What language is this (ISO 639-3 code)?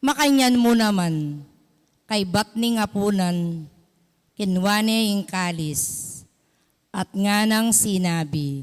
pam